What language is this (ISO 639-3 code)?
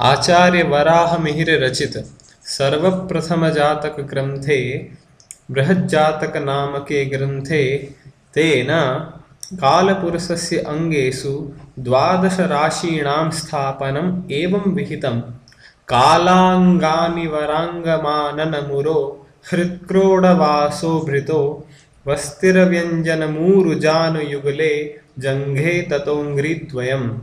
san